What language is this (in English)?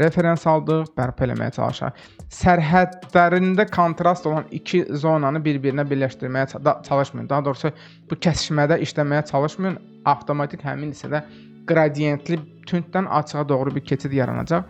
Azerbaijani